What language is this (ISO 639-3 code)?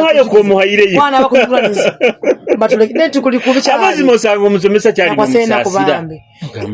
nyo